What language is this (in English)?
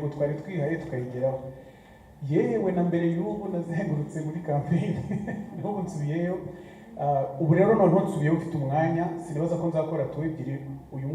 Kinyarwanda